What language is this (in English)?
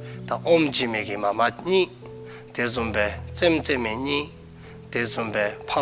Dzongkha